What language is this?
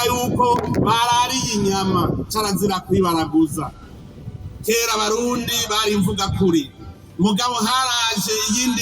Rundi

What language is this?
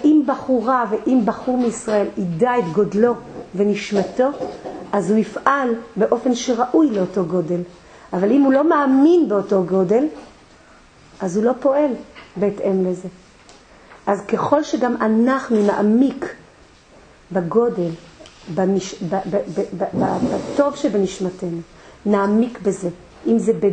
Hebrew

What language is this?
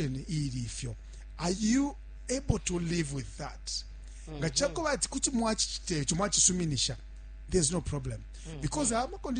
Bemba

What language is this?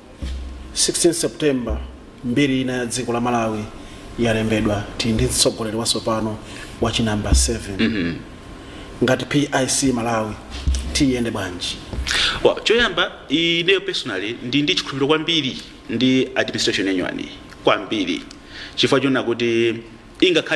Nyanja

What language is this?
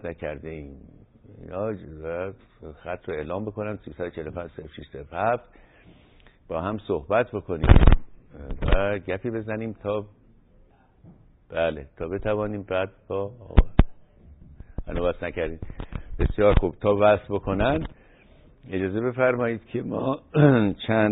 Persian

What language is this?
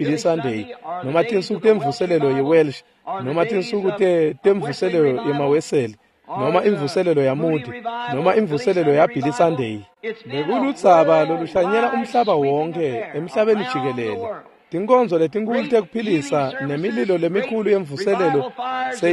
Swati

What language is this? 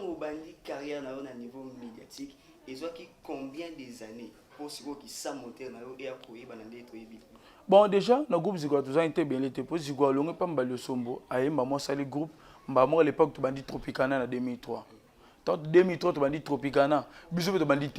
Lingala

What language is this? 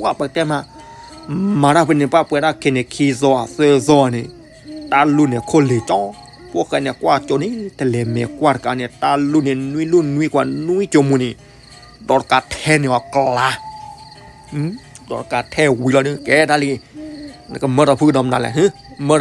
S'gaw Karen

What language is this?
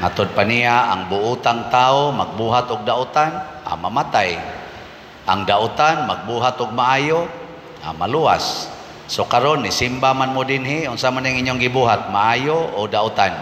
Cebuano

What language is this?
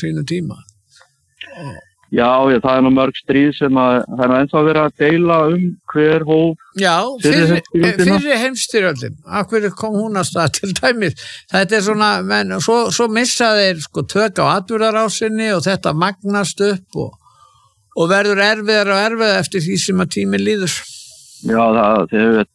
Icelandic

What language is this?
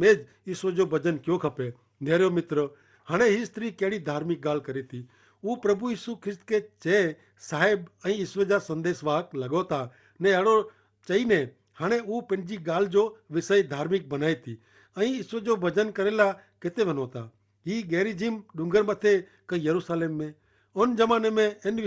Kachhi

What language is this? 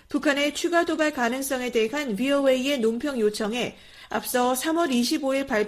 Korean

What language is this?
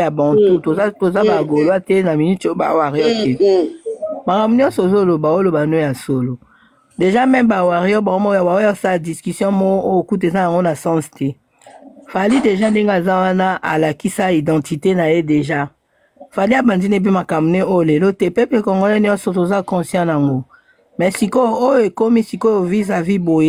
Lingala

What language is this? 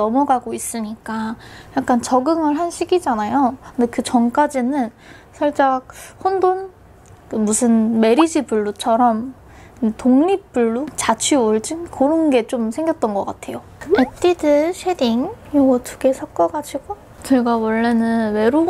Korean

